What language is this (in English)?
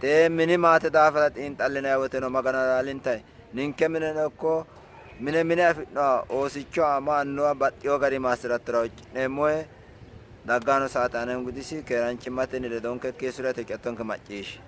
Sidamo